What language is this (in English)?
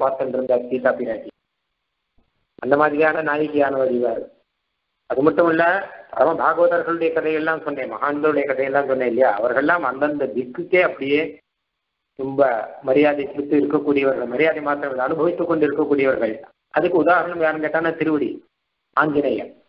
Tamil